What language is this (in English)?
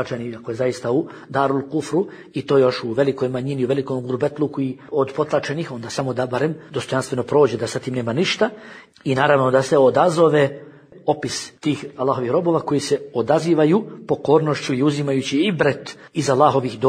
Bosnian